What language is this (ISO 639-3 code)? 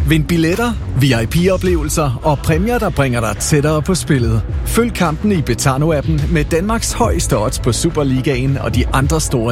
dan